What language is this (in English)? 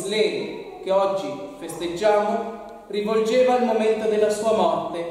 Italian